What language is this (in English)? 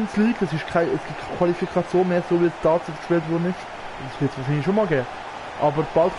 Swiss German